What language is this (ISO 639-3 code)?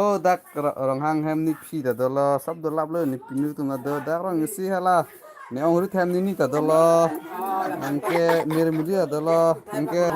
mjw